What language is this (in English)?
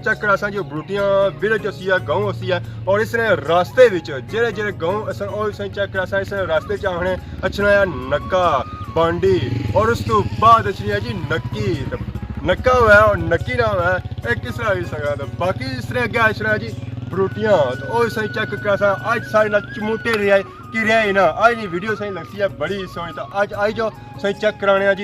Pahari-Potwari